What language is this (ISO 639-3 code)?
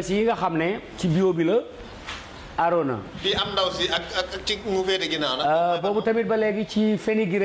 wol